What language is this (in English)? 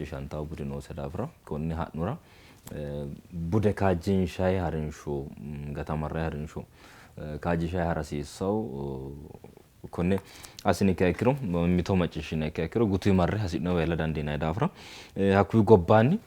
Sidamo